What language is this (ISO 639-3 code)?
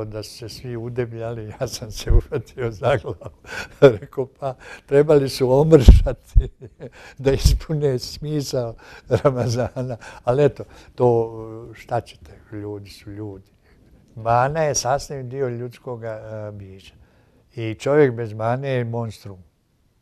bos